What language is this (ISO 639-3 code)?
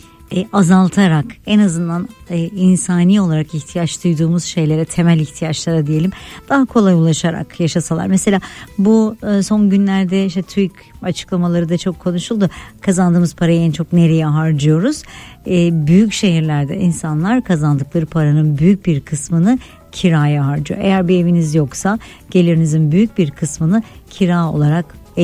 tur